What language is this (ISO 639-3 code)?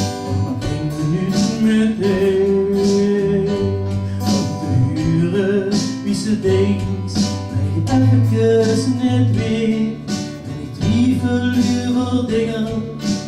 lim